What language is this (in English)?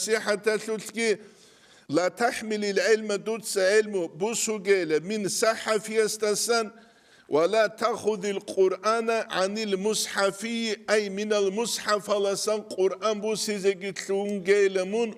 Avaric